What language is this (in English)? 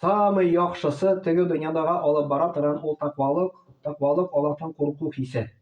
Tatar